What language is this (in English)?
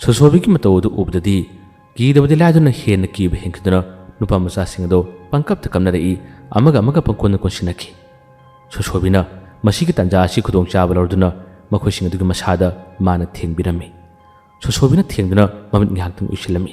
Manipuri